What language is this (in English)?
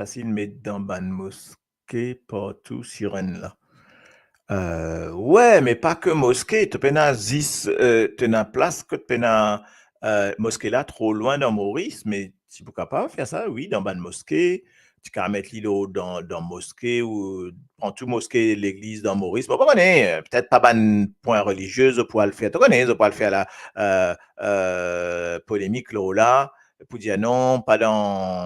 Morisyen